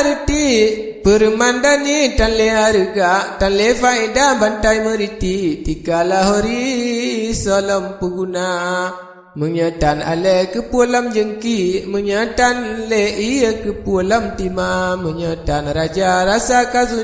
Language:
Achinese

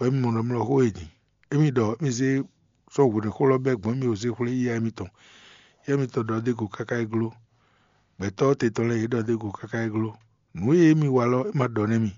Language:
Fon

